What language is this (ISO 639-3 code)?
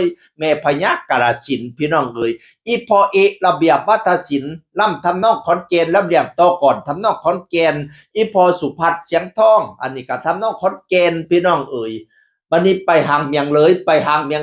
tts